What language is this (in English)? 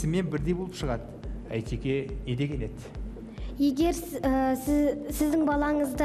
Kazakh